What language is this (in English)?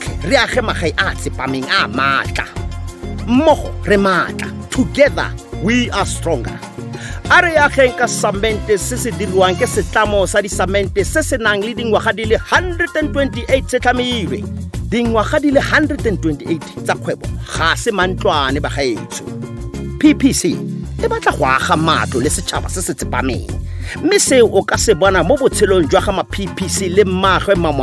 Tswana